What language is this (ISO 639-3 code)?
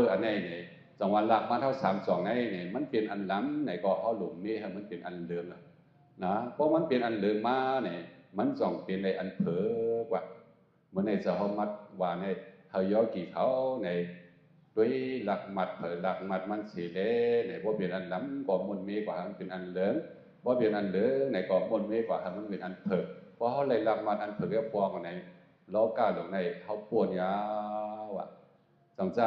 shn